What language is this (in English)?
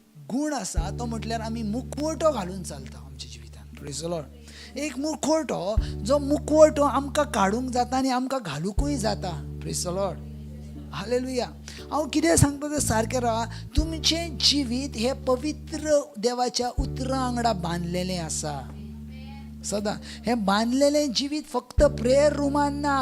Konkani